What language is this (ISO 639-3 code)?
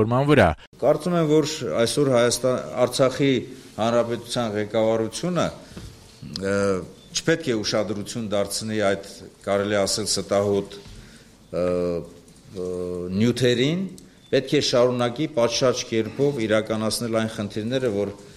hye